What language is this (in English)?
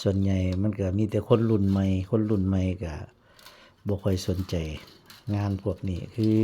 Northeastern Thai